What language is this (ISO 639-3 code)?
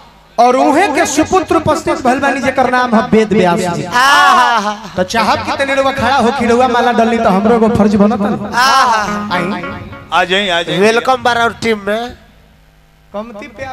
bho